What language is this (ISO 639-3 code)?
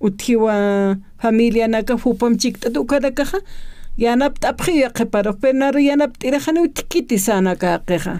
aym